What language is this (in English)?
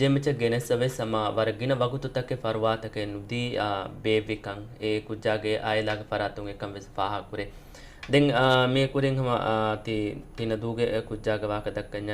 Divehi